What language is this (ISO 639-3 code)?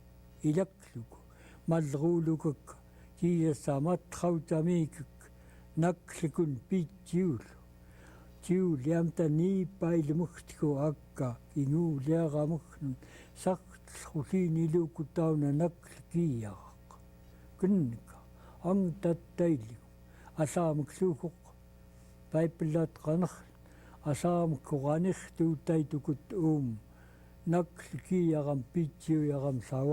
esu